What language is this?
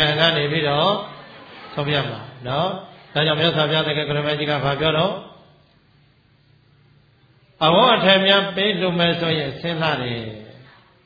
Burmese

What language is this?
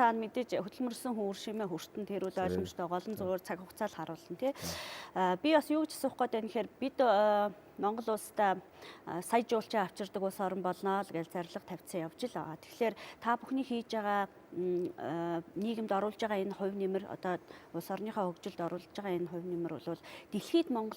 Mongolian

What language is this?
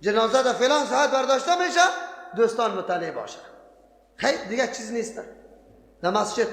Persian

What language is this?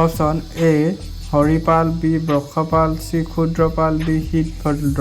Assamese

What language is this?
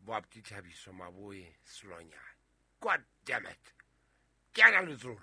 Southern Sotho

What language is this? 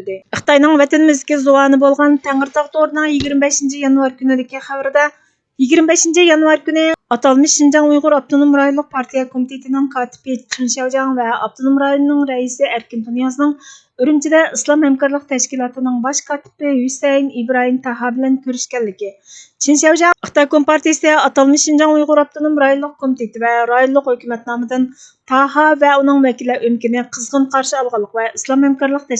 Uyghur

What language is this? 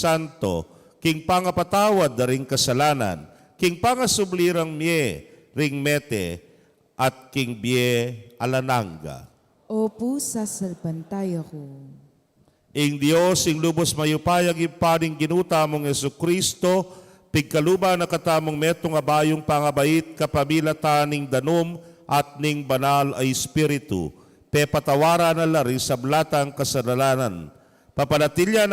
Pampanga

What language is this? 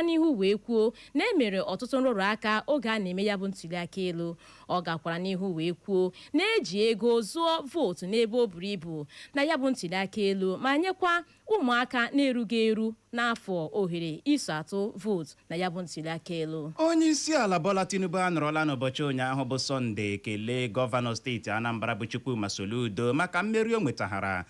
Igbo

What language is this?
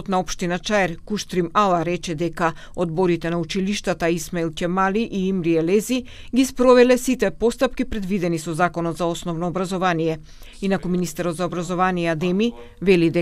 Macedonian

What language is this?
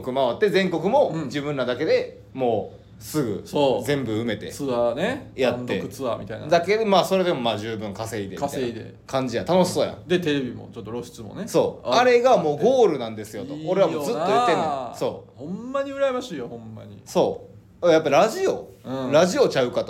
Japanese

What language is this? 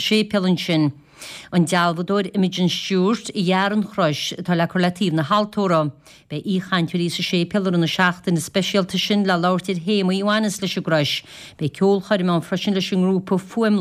Irish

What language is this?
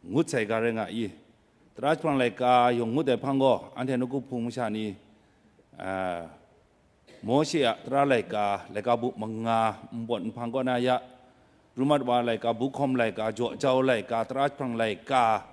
Kachin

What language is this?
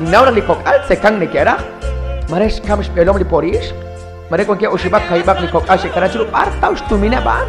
Kekchí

